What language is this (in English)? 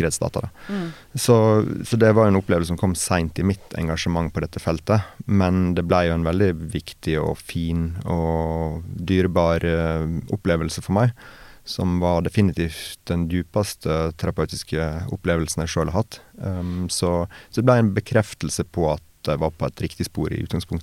Norwegian